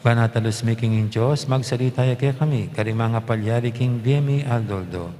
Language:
Pampanga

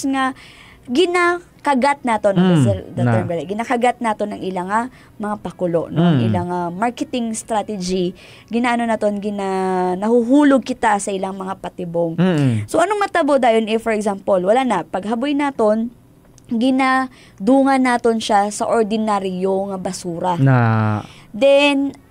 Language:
Hiligaynon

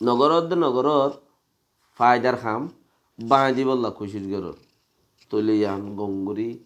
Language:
Rohingya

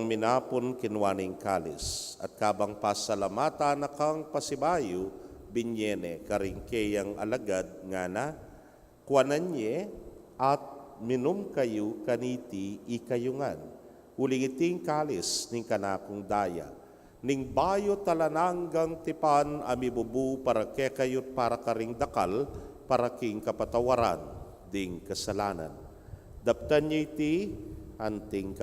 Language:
Pampanga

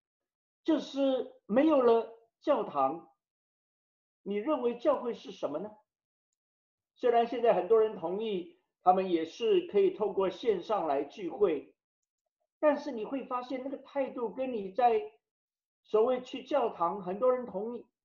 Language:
Chinese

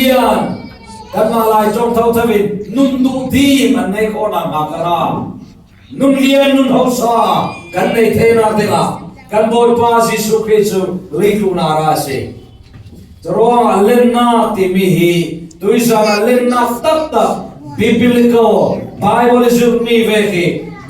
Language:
Falam Chin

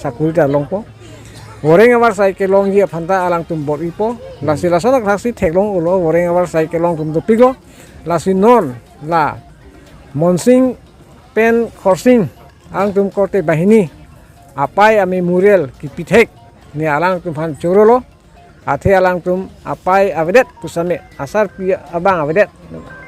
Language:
Karbi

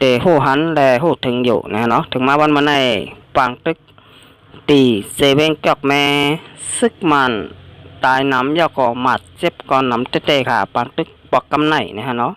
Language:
Shan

